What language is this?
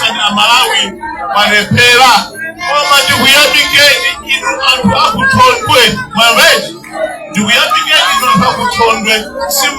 Nyanja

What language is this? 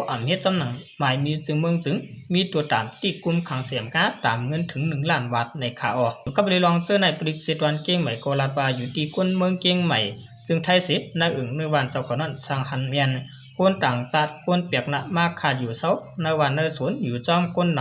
Shan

